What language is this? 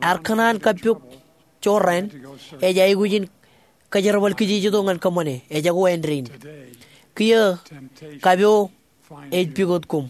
Marshallese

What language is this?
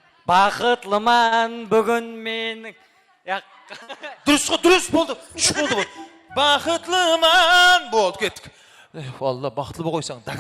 Kara-Kalpak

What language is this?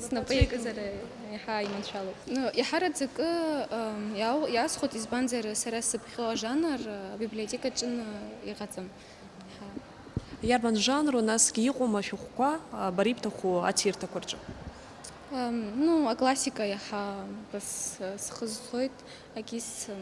Abkhazian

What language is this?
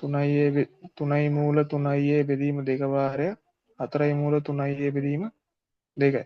Sinhala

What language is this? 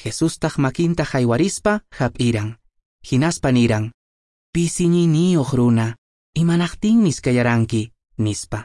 Quechua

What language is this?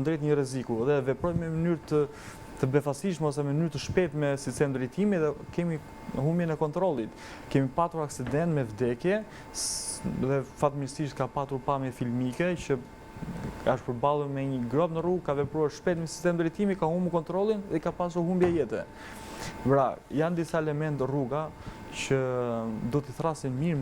Albanian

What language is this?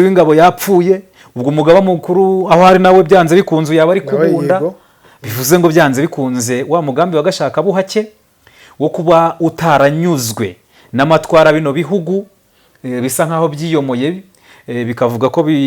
Kinyarwanda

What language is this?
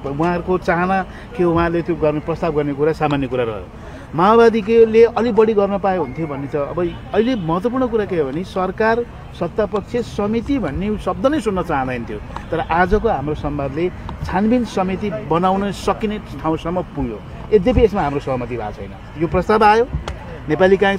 Nepali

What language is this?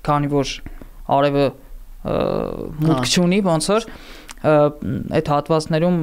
Armenian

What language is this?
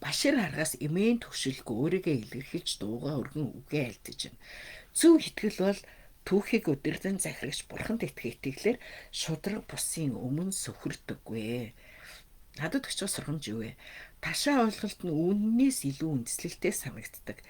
Mongolian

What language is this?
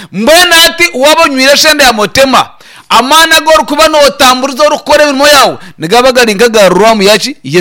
Nyankole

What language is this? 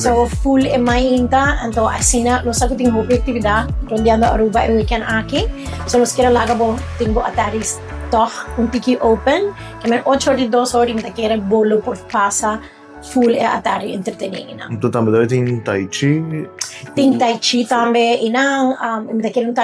Papiamento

